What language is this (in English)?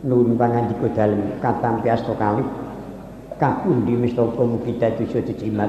Javanese